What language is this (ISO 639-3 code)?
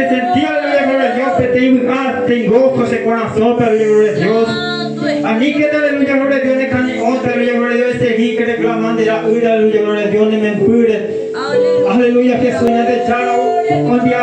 grn